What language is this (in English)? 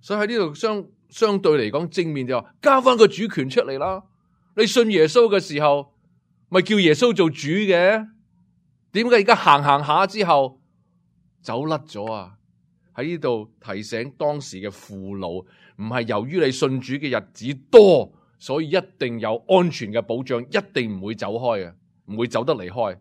Cantonese